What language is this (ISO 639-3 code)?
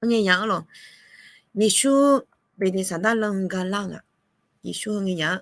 ahk